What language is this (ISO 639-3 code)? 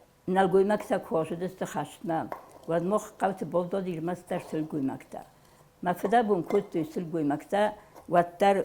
oss